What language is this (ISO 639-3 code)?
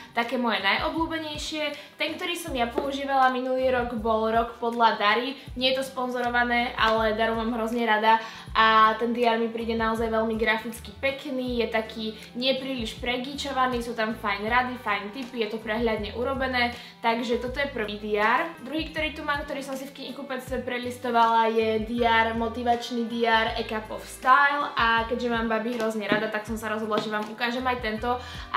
slk